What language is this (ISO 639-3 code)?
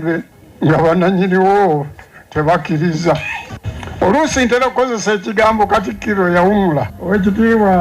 lug